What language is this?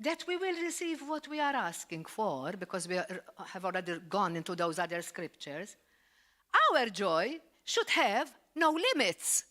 English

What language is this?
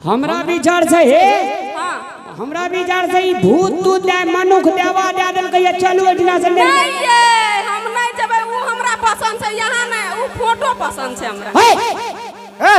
Maithili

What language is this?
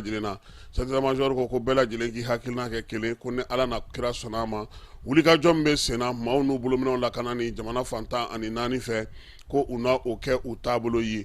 Bambara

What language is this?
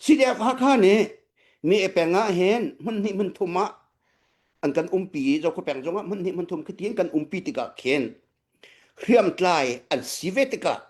Hakha Chin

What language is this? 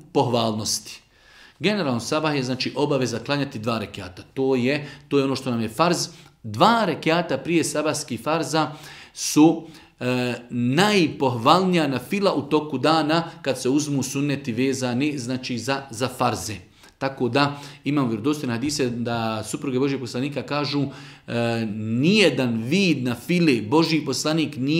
Bosnian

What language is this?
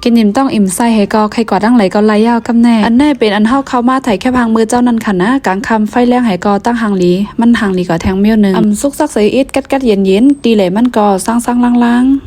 Shan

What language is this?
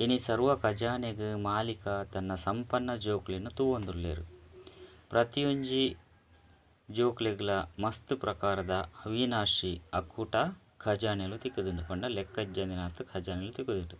Tulu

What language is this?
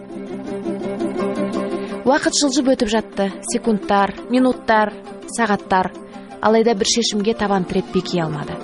Kazakh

